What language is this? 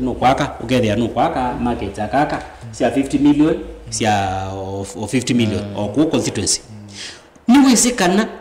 Kamba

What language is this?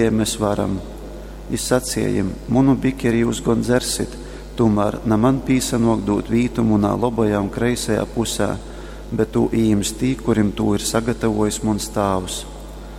Latgalian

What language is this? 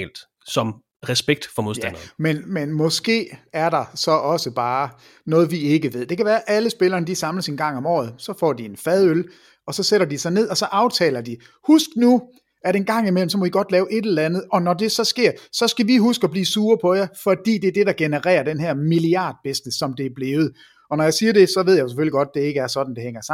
Danish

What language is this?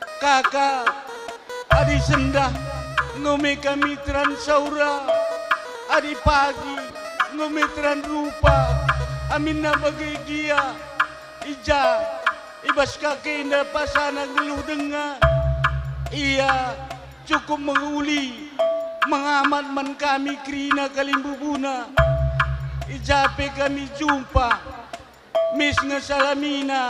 Batak Karo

